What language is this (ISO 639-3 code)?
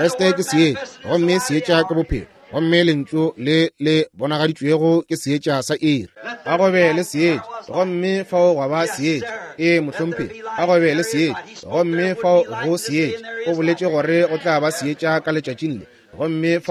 nso